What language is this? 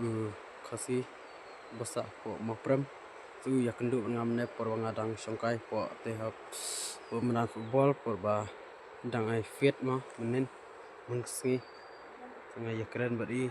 Khasi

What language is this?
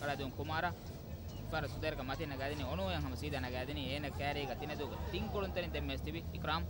Divehi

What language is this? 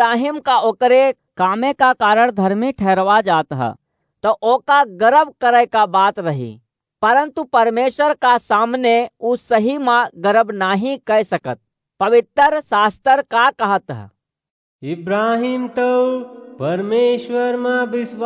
Awadhi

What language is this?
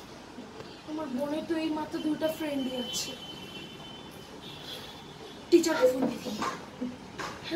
Bangla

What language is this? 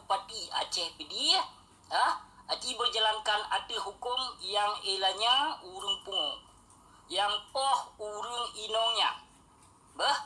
Achinese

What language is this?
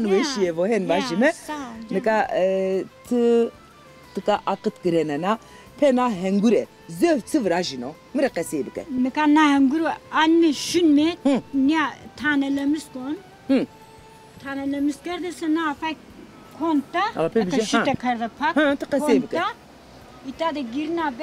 Zaza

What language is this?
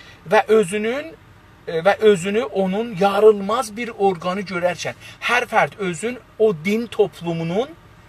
South Azerbaijani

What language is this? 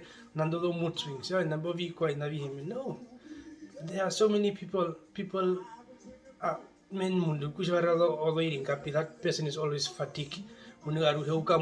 Herero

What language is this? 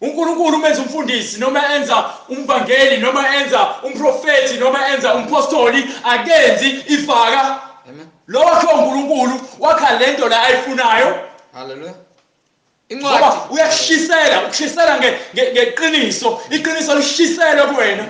Zulu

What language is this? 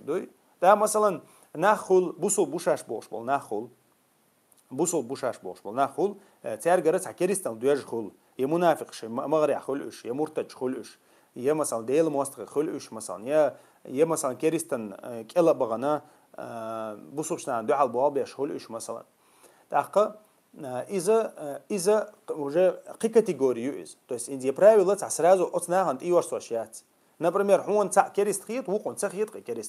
Chechen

